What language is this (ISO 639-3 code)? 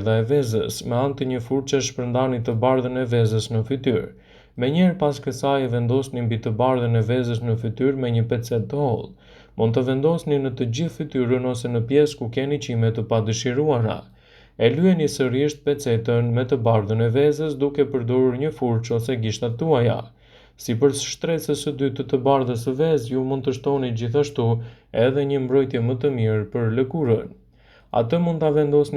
sqi